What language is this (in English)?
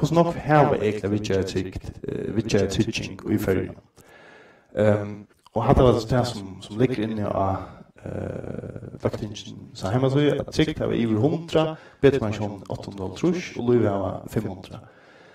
Faroese